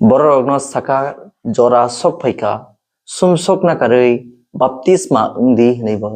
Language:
Kok Borok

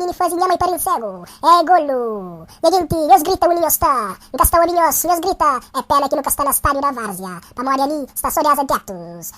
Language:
Kabuverdianu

